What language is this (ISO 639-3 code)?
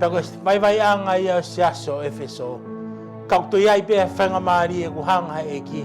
ton